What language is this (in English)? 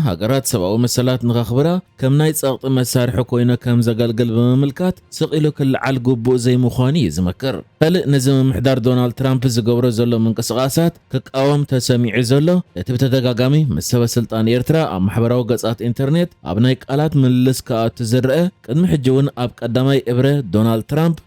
Tigrinya